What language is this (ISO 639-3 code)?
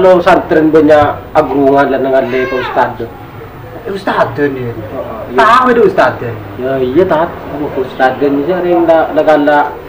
mad